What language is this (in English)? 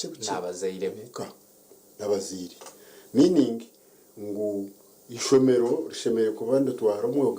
Nyankole